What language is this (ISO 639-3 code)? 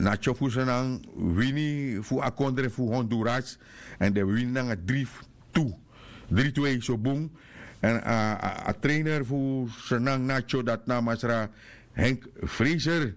srn